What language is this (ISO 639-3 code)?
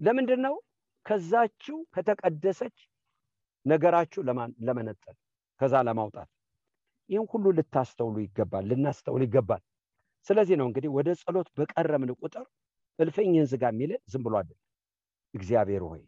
amh